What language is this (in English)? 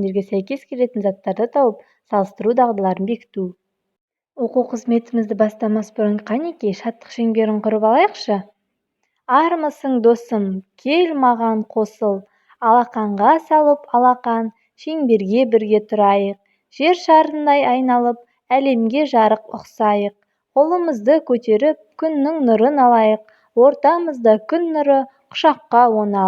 Kazakh